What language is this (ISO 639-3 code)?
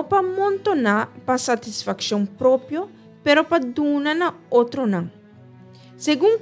pap